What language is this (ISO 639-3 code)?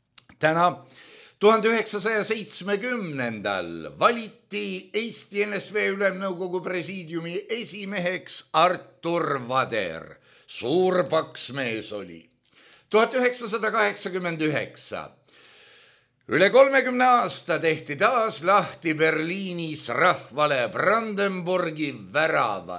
est